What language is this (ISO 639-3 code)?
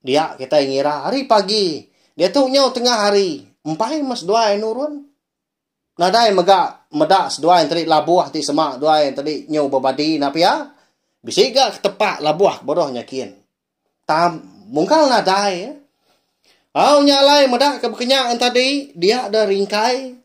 iba